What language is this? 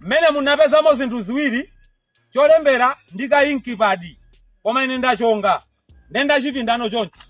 Nyanja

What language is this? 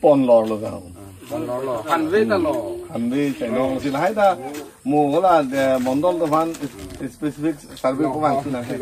Karbi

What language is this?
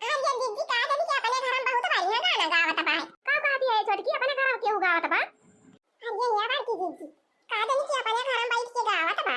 Awadhi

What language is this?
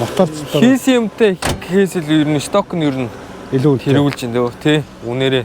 Mongolian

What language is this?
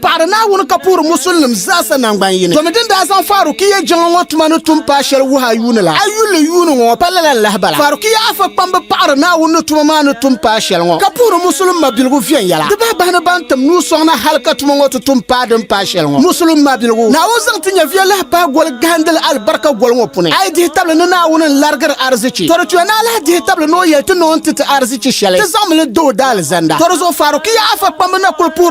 Dagbani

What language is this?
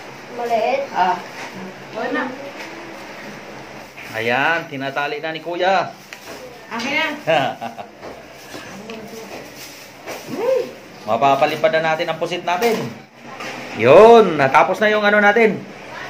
Filipino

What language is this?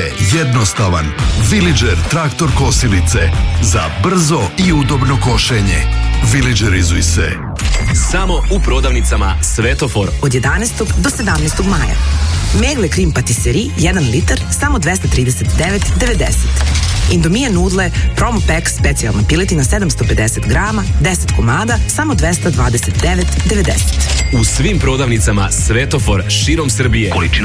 Serbian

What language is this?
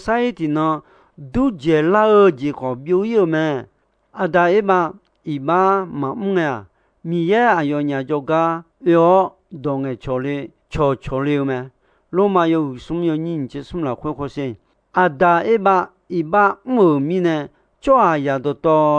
Akha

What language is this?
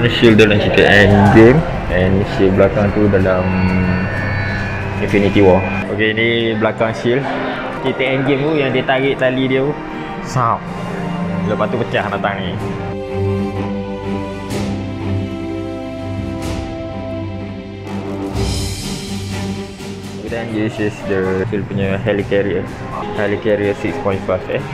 Malay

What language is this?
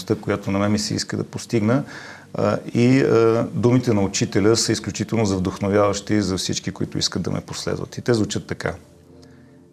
Bulgarian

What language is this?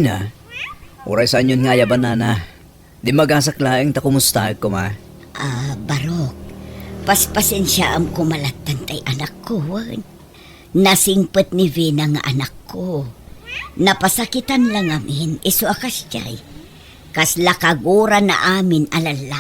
Iloko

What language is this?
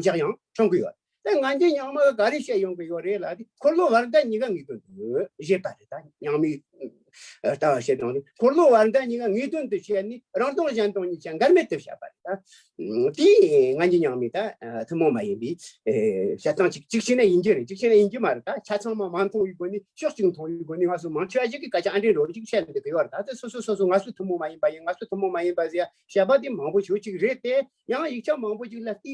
Tibetan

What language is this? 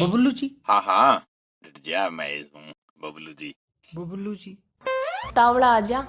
Haryanvi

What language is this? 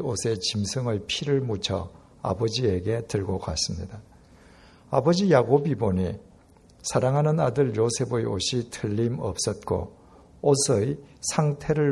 Korean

